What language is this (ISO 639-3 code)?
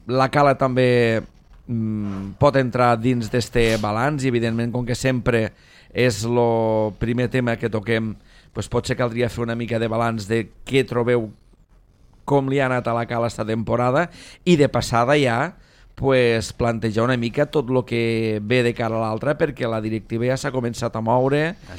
cat